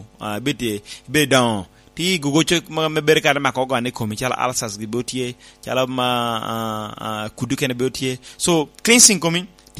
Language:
Lango (Uganda)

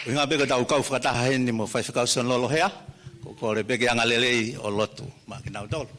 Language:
Tongan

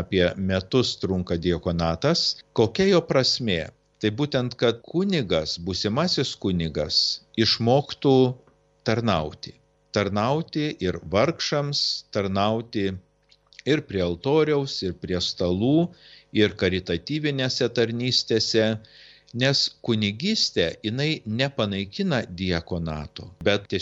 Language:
Lithuanian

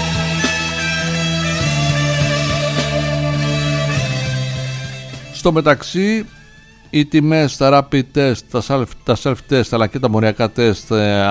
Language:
Greek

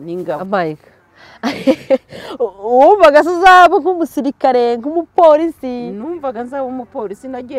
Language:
Kinyarwanda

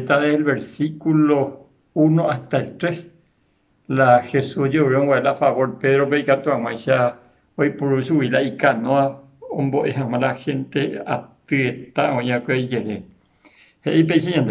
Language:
Guarani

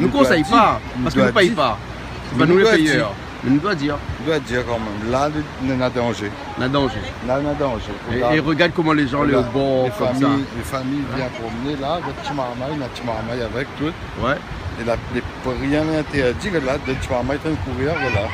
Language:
Réunion Creole French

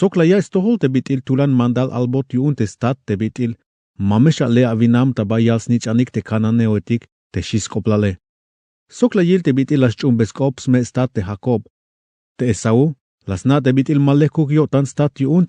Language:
Tzeltal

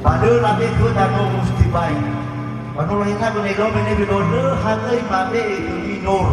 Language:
Nias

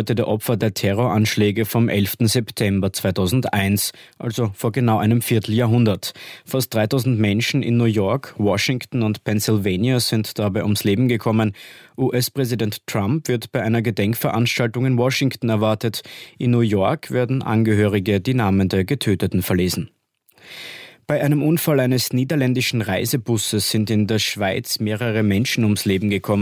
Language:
German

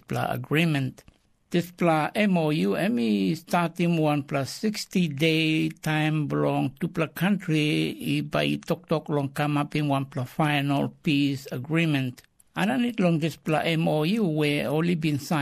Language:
Tok Pisin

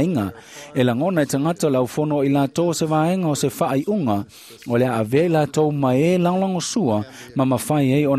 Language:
Samoan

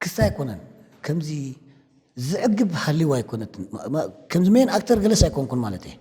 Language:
Tigrinya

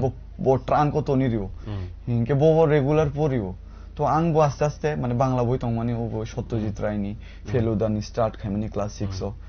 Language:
Kok Borok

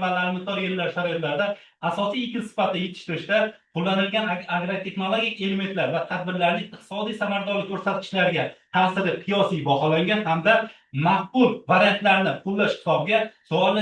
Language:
Uzbek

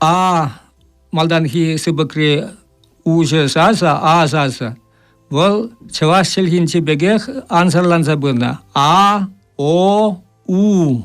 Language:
Chuvash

